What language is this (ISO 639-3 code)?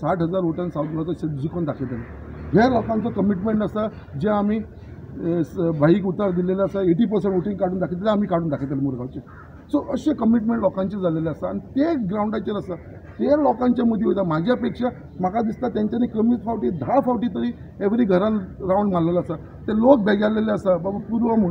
kok